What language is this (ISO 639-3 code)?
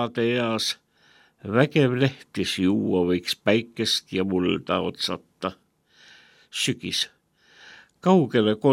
est